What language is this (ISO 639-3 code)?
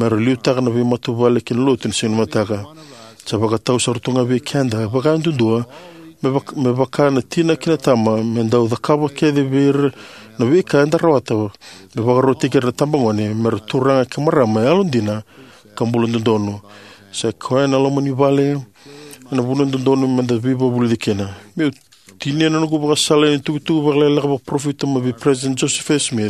fij